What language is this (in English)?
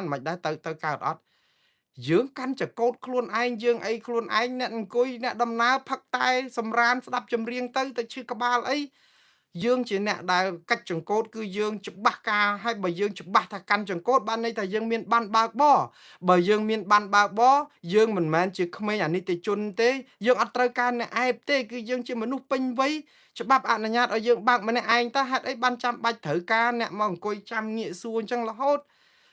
Khmer